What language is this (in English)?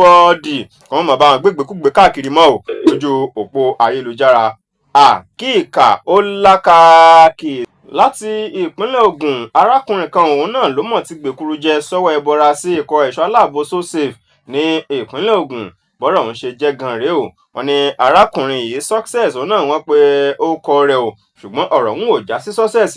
Yoruba